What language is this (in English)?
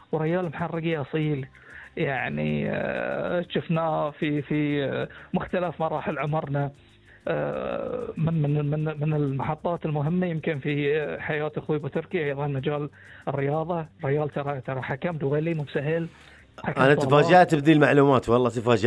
Gulf Arabic